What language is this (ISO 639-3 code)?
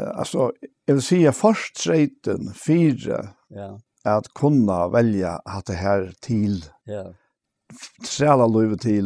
fao